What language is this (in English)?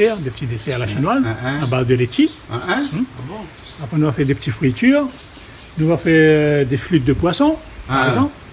Réunion Creole French